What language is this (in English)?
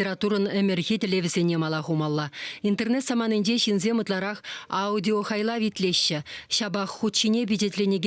Chuvash